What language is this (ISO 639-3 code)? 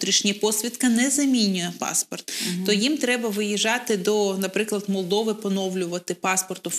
ukr